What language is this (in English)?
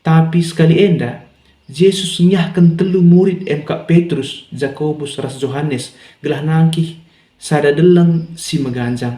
Batak Karo